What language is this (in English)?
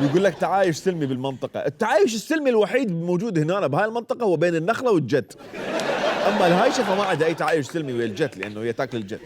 Mesopotamian Arabic